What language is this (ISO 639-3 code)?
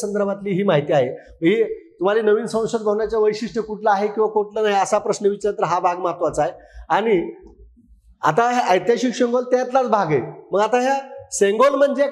mar